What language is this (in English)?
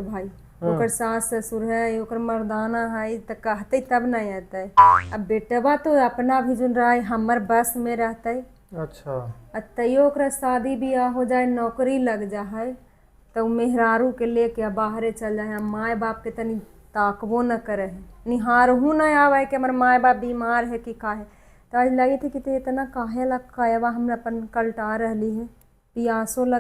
Magahi